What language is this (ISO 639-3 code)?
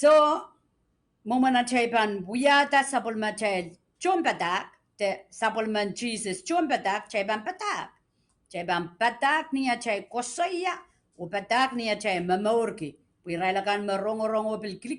pon